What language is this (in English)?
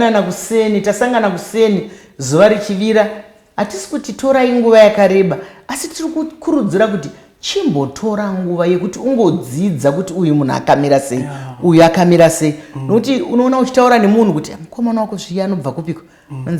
Shona